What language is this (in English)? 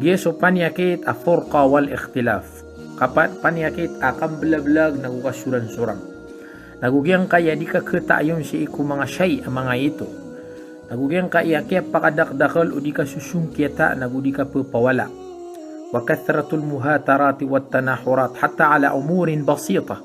Maranao